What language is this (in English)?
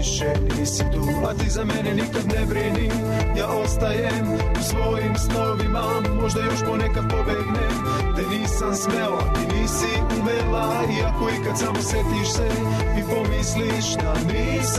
Serbian